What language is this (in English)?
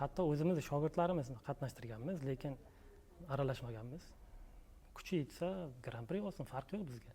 Uzbek